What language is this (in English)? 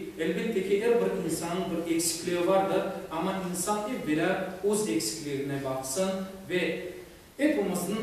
Crimean Tatar